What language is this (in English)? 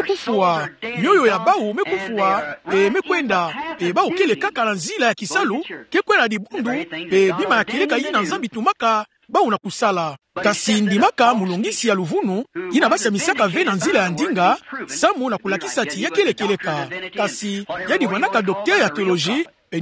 Kituba (Democratic Republic of Congo)